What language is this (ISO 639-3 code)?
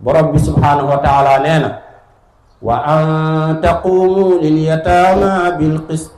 wol